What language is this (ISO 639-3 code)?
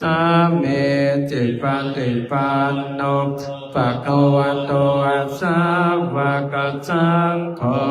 pli